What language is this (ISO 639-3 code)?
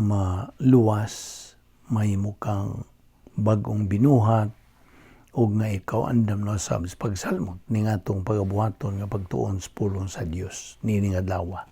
ceb